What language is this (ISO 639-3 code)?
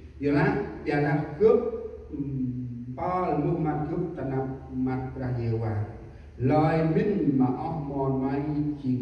cmo